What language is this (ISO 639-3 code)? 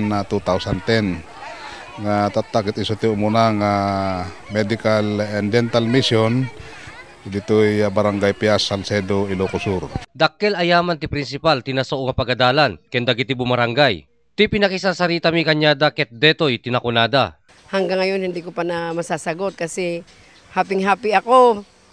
ilo